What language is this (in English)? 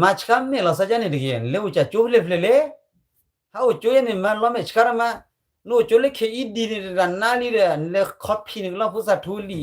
S'gaw Karen